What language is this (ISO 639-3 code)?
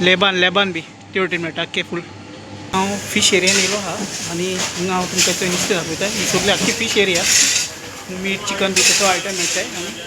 kok